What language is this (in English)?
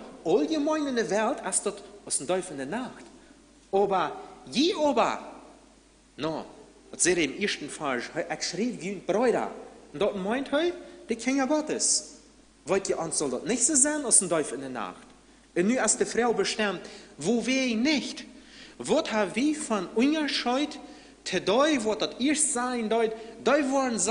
Plautdietsch